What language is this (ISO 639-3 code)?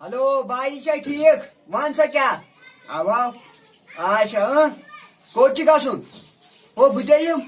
kas